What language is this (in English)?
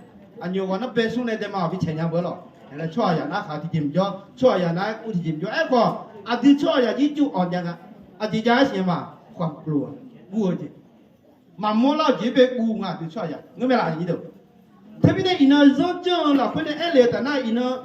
Akha